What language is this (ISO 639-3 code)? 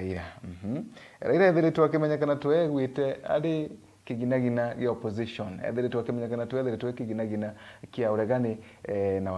mer